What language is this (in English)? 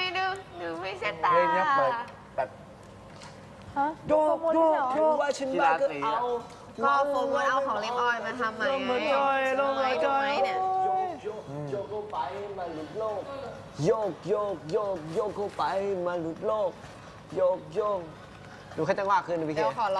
Thai